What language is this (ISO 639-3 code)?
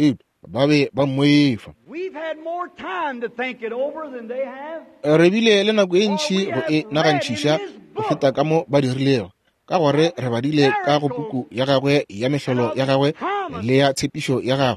nso